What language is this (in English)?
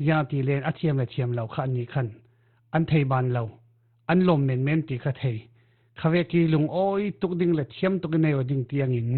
Falam Chin